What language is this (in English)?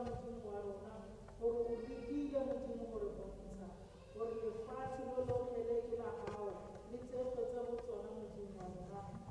Tswana